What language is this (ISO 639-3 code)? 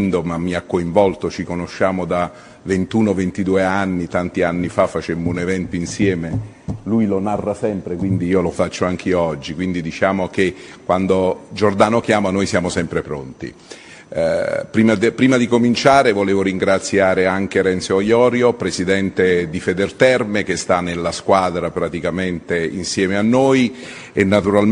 ita